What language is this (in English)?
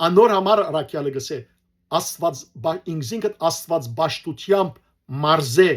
Western Armenian